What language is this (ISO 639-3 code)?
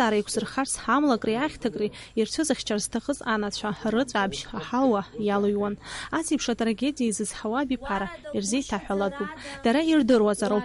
abk